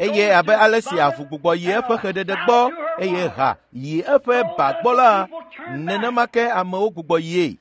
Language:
Ewe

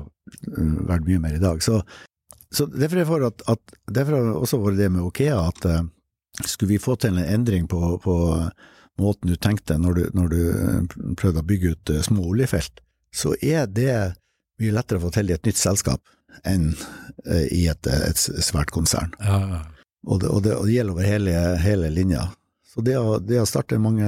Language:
Norwegian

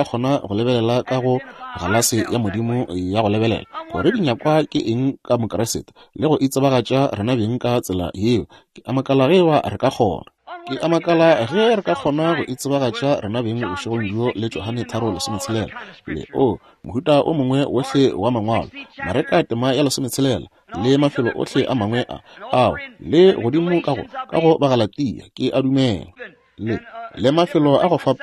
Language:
Northern Sotho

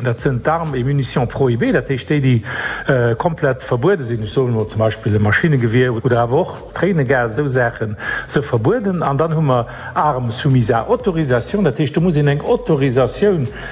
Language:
Luxembourgish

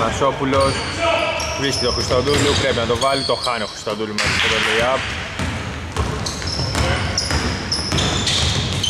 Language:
Greek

